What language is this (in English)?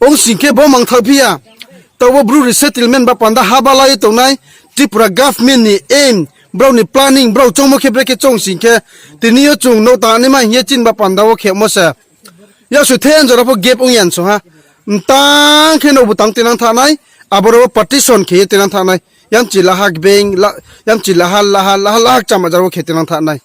Riang (India)